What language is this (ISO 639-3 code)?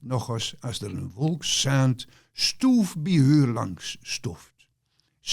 gos